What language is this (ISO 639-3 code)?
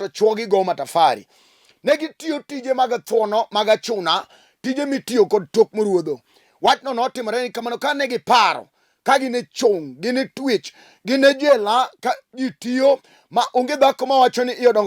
luo